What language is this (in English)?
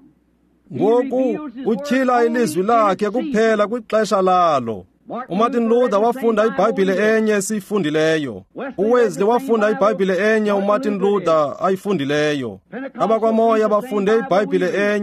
Xhosa